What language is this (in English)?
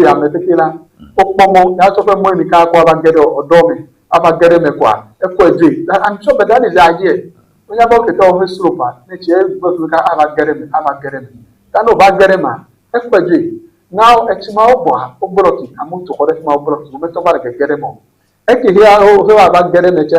Ewe